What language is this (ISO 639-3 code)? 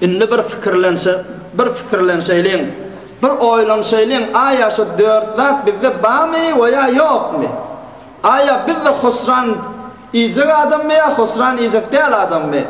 tuk